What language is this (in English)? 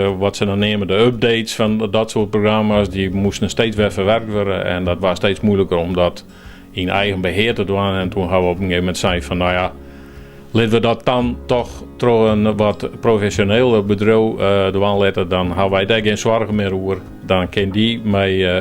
Western Frisian